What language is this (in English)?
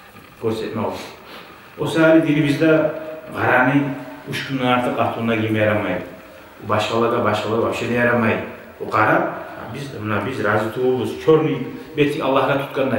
Kumyk